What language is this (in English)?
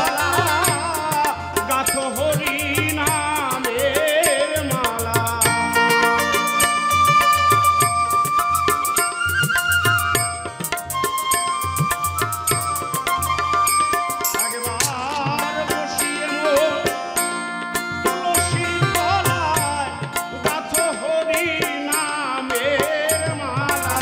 Bangla